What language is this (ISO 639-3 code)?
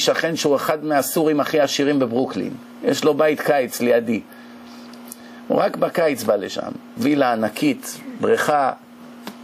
heb